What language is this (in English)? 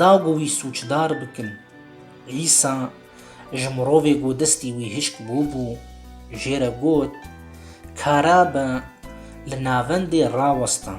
Kurdish